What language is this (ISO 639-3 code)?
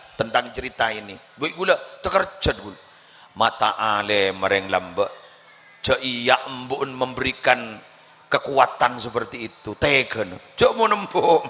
mad